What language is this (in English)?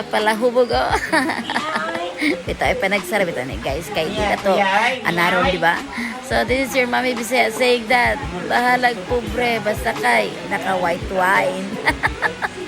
Cebuano